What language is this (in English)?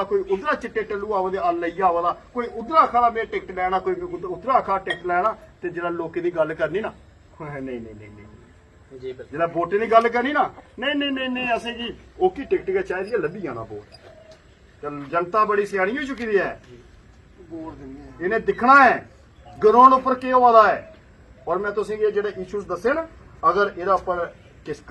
Dogri